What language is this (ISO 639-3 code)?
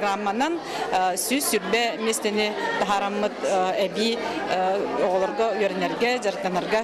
sah